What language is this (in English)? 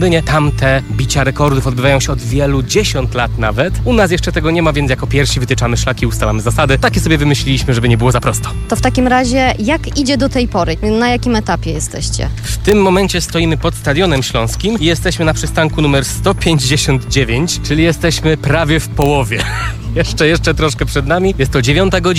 Polish